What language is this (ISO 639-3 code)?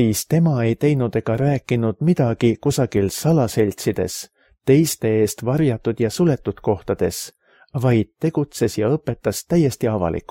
est